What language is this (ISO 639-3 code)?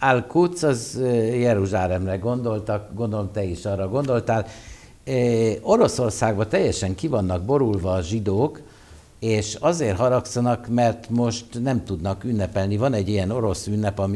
hun